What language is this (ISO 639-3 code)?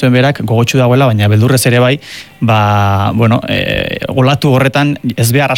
eus